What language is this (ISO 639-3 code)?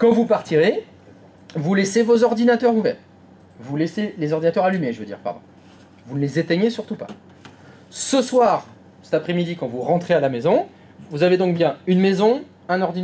fra